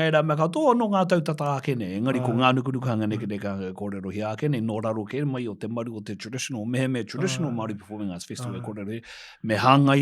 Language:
Māori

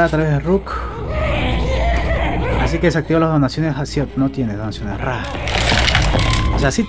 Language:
Spanish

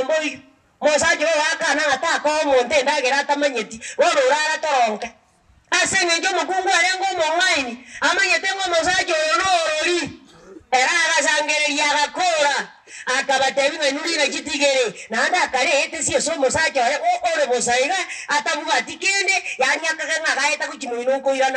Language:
Gusii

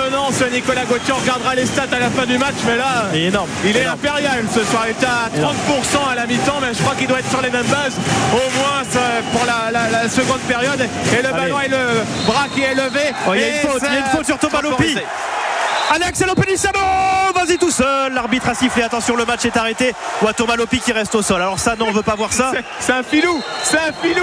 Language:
French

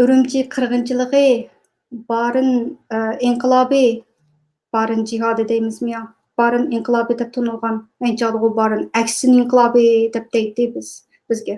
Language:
Uyghur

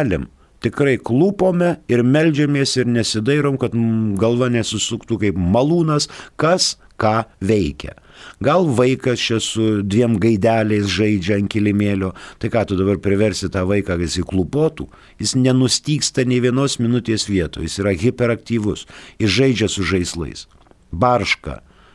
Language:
Lithuanian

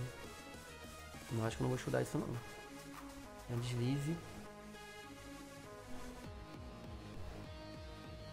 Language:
Portuguese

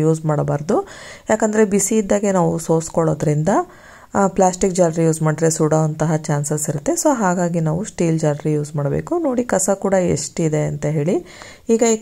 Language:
Kannada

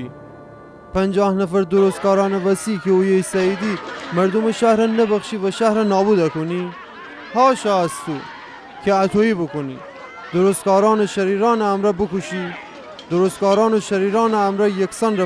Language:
Gilaki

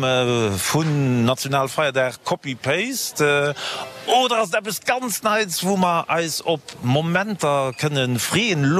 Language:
Luxembourgish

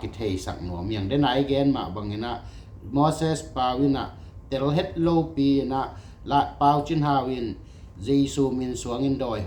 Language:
Tedim Chin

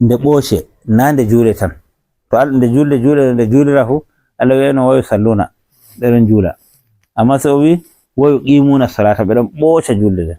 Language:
Fula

